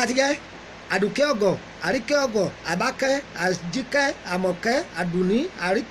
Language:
Yoruba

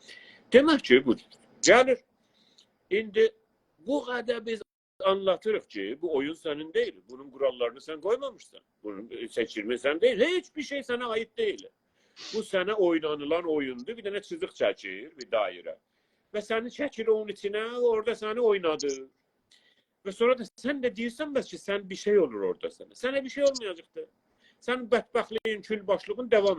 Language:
South Azerbaijani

